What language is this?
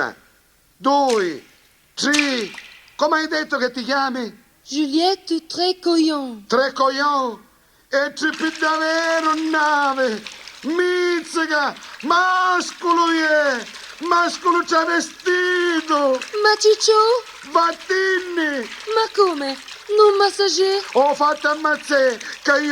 Neapolitan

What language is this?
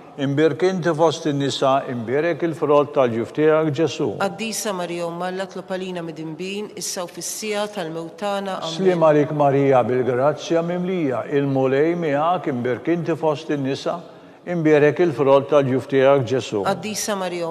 Maltese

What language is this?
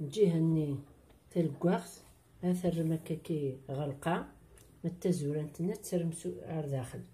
Kabyle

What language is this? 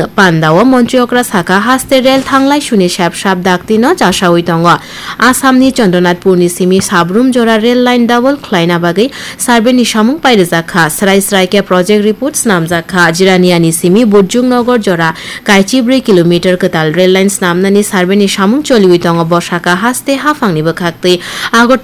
Kok Borok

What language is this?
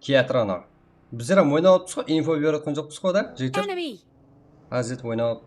Kara-Kalpak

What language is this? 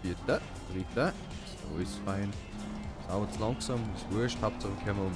Bavarian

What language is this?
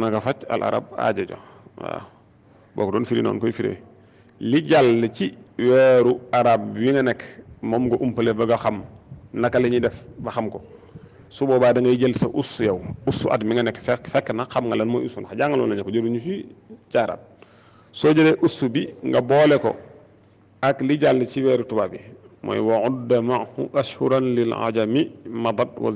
Wolof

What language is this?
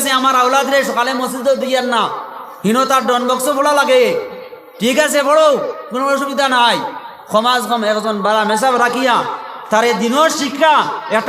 Sylheti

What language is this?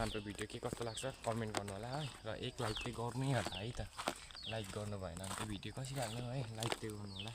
Nepali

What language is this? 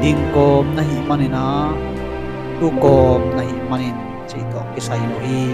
Tedim Chin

